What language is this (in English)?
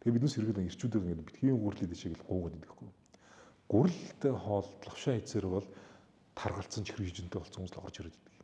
Mongolian